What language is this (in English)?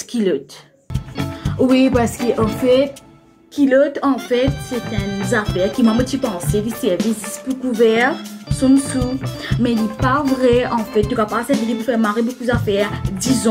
Morisyen